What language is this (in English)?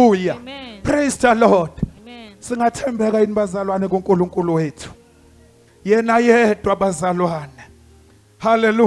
Zulu